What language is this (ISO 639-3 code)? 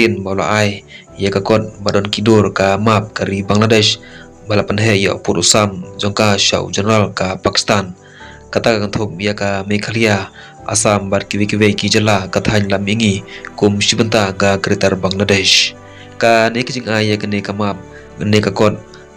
kha